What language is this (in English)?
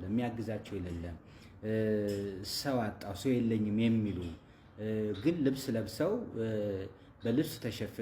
Amharic